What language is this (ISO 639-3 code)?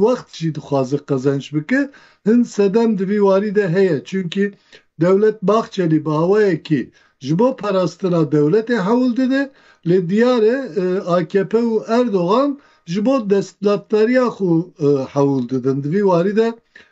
kur